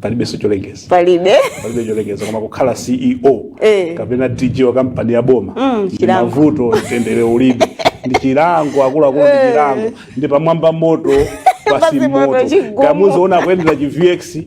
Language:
Nyanja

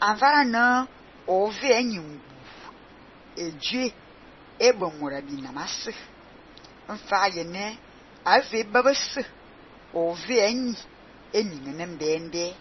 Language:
Fang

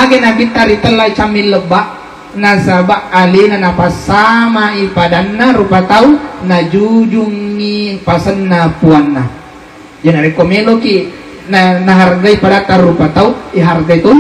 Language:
Buginese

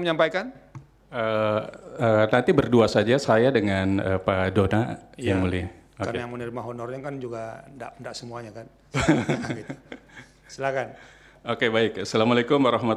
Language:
Indonesian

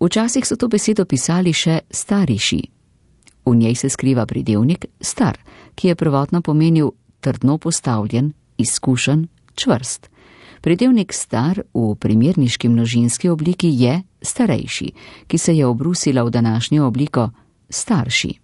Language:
Slovenian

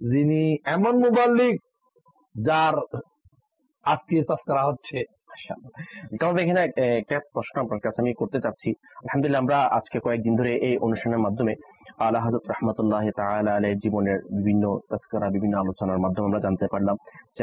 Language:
Bangla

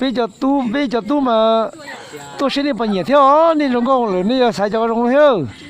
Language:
Hmong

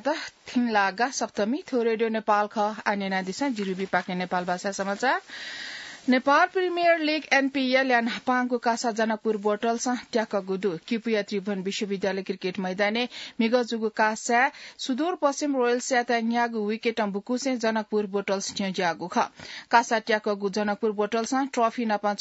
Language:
Newari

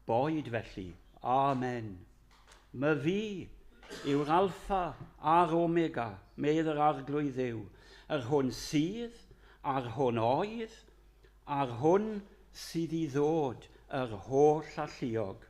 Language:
Welsh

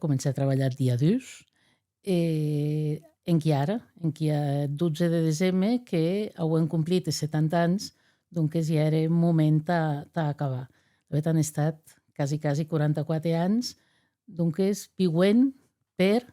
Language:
Occitan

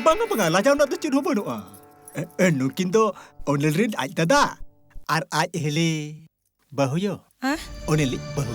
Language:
Santali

